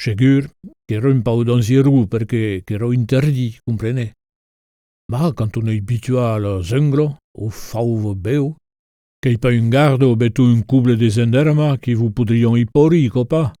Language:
Occitan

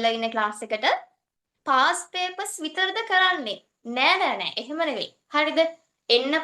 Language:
Sinhala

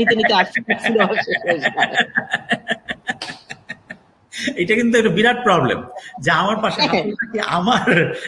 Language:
Bangla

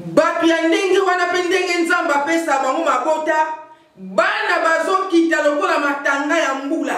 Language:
Lingala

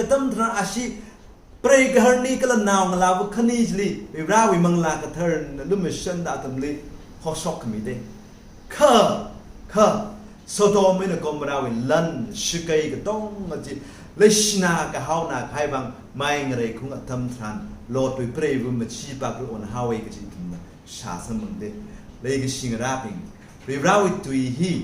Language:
Tangkhul Naga (India)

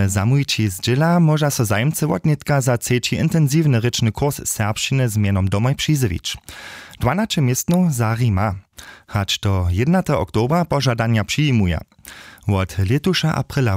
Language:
Upper Sorbian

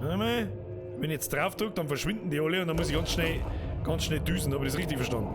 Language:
Bavarian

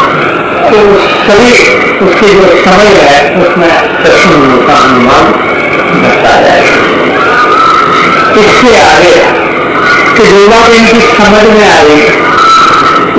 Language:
Hindi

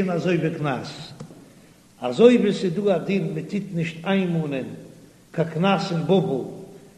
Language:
Yiddish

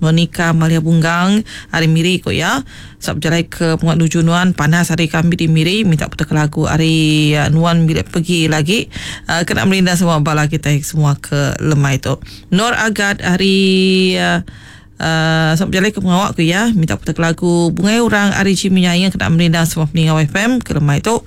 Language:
Iban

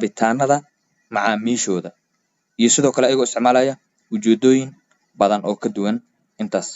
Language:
Somali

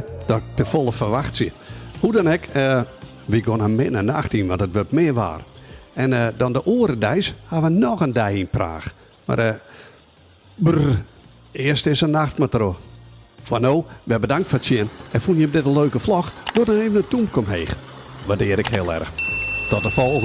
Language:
Western Frisian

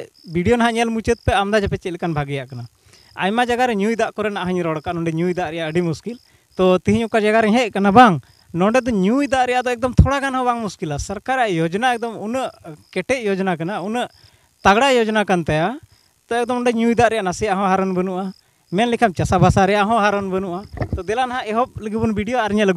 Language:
Santali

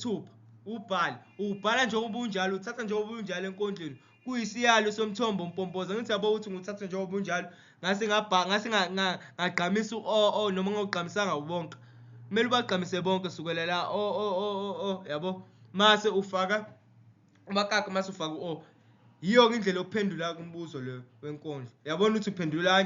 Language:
Zulu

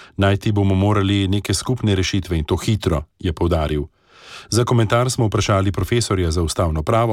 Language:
Slovenian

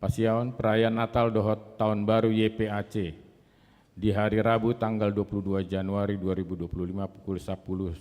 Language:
Batak Toba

